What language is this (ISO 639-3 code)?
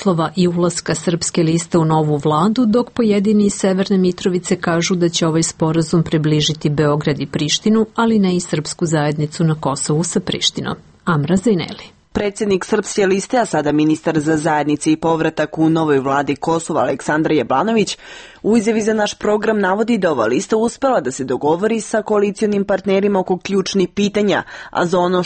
srp